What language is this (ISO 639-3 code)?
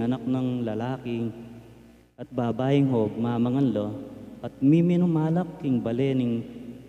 pam